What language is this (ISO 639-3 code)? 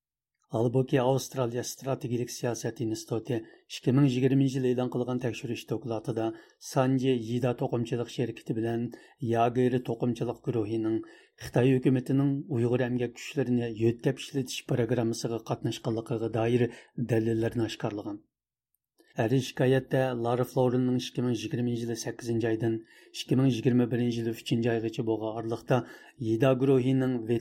uig